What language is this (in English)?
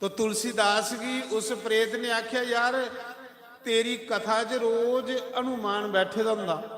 Dogri